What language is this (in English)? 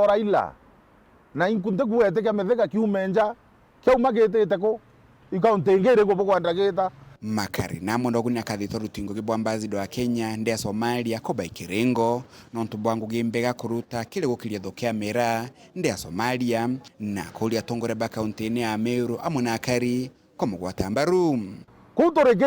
Meru